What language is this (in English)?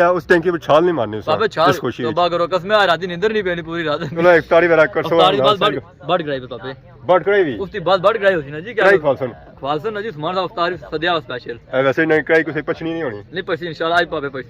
Pahari-Potwari